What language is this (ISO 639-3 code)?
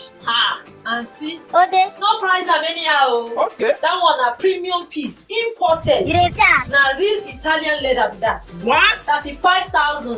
pcm